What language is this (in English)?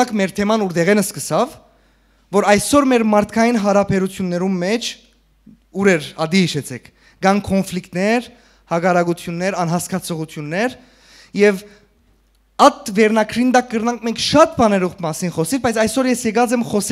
Western Armenian